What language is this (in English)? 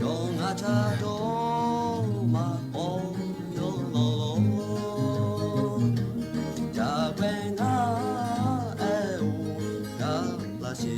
Lahu